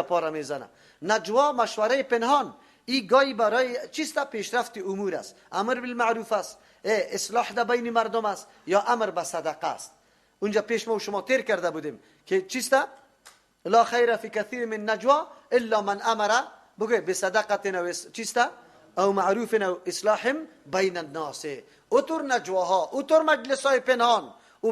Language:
Persian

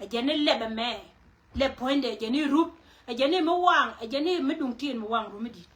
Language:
Nuer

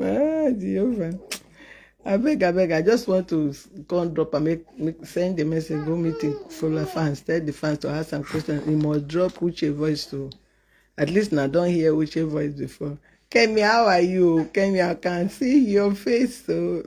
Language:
Nigerian Pidgin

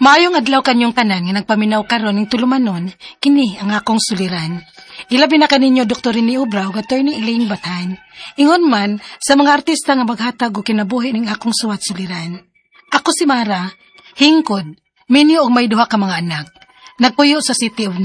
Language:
Cebuano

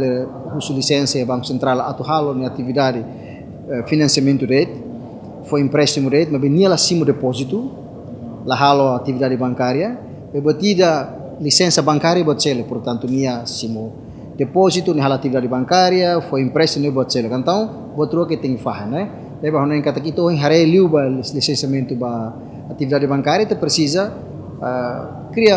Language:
Tetum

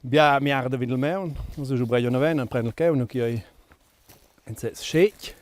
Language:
Romansh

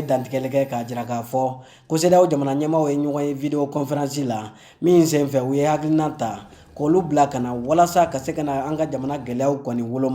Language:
Bambara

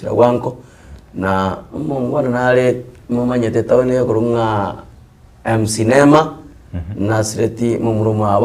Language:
Gusii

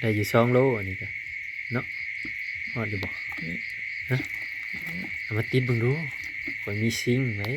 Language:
Northeastern Thai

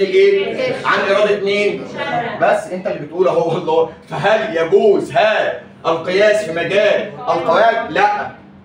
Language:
Egyptian Arabic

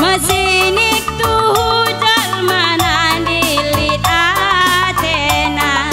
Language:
Batak Karo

